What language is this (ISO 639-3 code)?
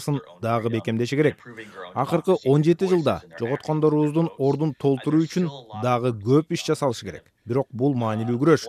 kir